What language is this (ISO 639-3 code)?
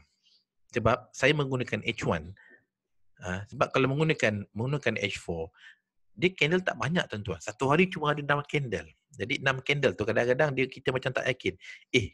msa